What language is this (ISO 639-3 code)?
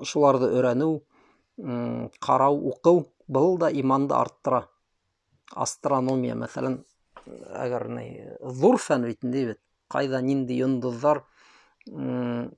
bak